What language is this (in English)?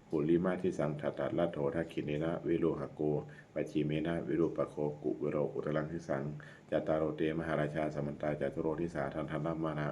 Pali